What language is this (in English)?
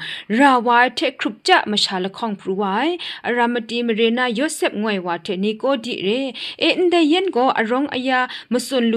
Kachin